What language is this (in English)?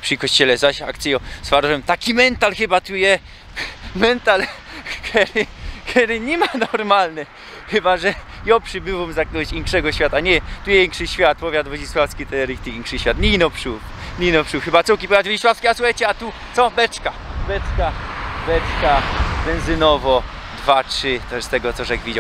Silesian